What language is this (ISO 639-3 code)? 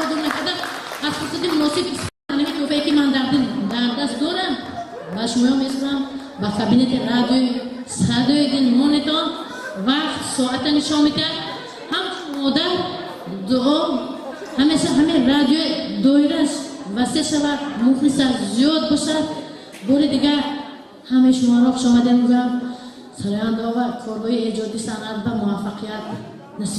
tgk